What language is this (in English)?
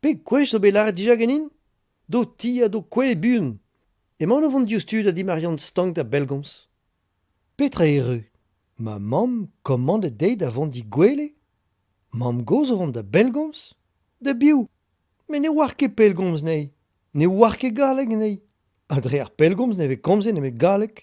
Breton